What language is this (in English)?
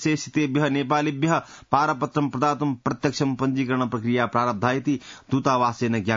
Sanskrit